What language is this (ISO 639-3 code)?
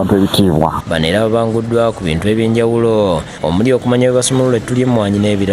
lug